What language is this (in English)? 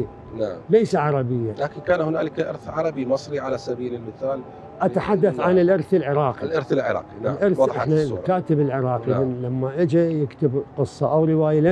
Mesopotamian Arabic